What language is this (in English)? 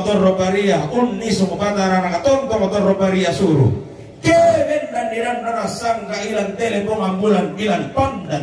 Toraja-Sa'dan